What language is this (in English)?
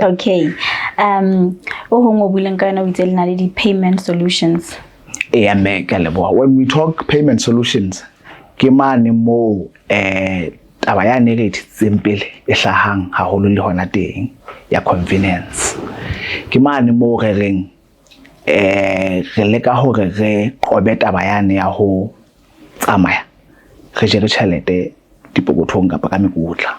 Southern Sotho